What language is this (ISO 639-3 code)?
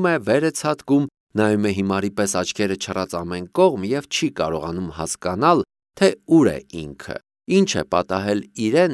hye